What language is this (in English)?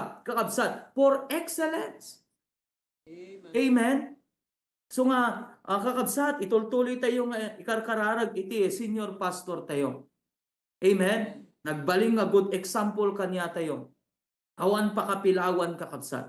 Iloko